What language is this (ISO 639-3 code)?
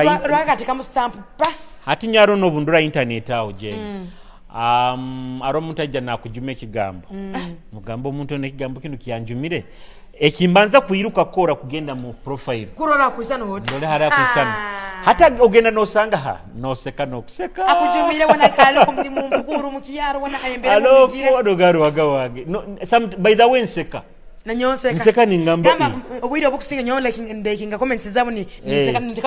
nyo